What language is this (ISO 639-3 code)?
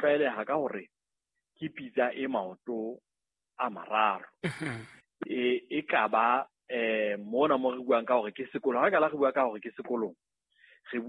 sot